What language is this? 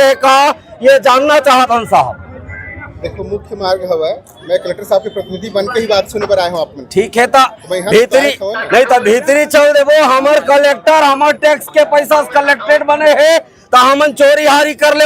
Chhattisgarhi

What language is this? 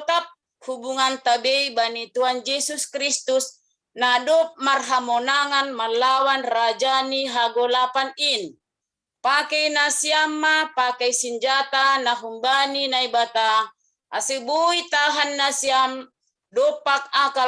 Batak Simalungun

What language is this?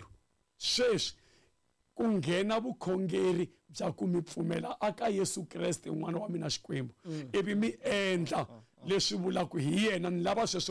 Tsonga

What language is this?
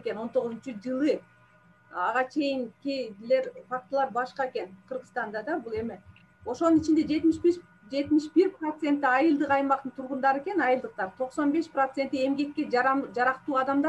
Kyrgyz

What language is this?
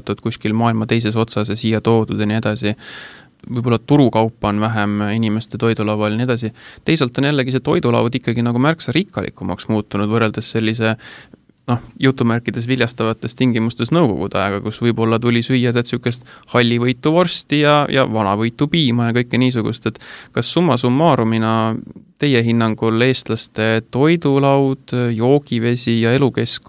Estonian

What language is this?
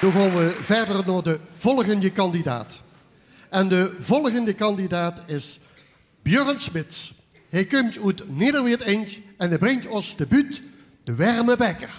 Limburgish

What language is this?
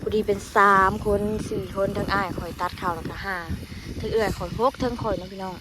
Northeastern Thai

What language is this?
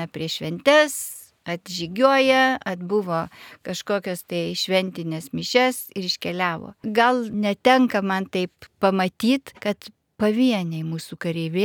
Lithuanian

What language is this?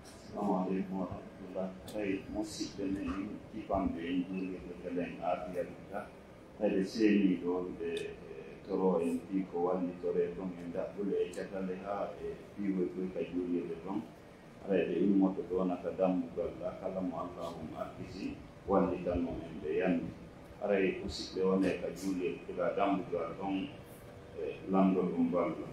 Pular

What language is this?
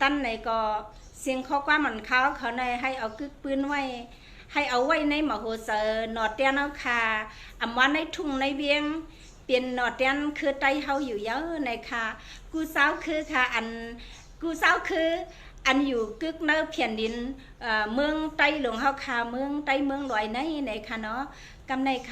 Shan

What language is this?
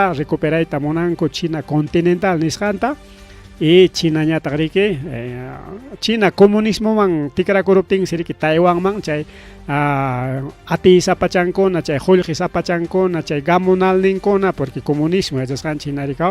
Ayacucho Quechua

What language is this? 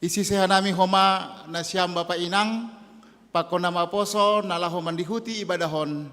Batak Simalungun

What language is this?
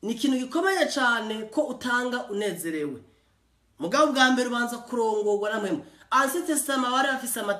Rundi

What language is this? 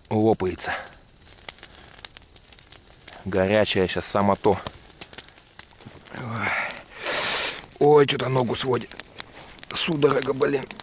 Russian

